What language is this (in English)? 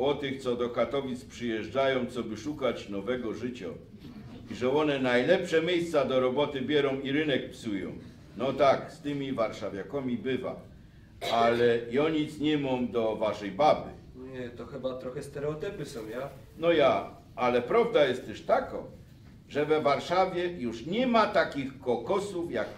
Silesian